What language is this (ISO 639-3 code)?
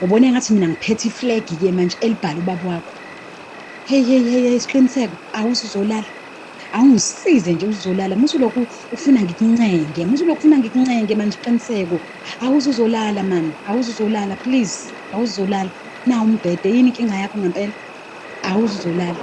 zul